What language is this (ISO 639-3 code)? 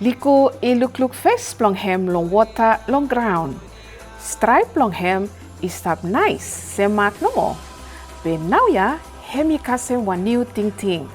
bis